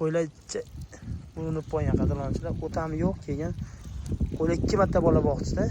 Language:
Uzbek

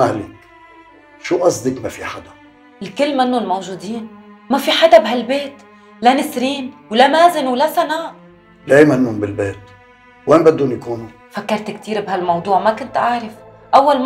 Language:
North Levantine Arabic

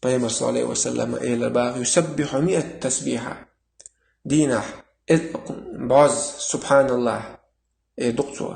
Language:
Chechen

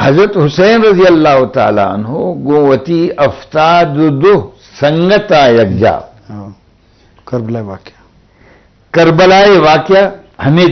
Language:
Eastern Balochi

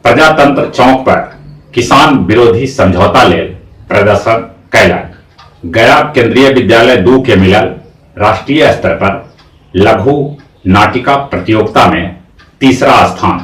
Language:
Magahi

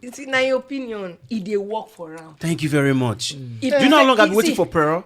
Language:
Nigerian Pidgin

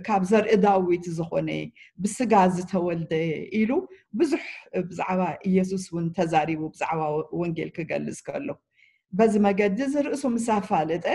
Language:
Tigrinya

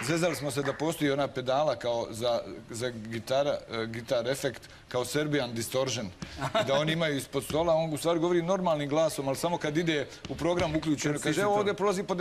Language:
Bosnian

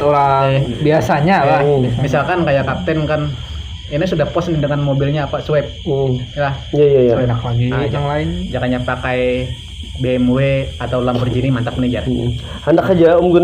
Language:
Banjar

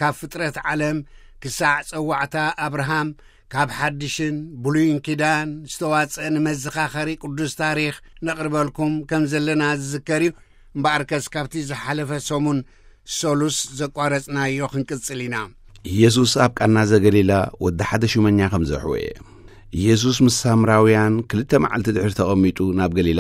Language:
Tigrinya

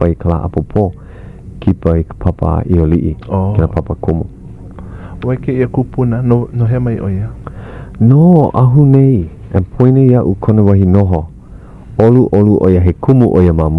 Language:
Hawaiian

